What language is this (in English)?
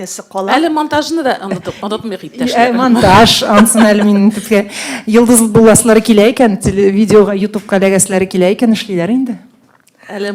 Tatar